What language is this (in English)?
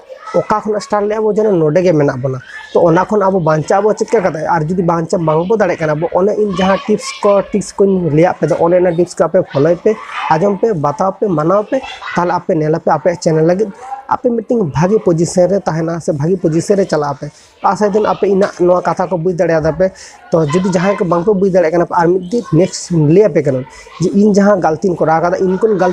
Santali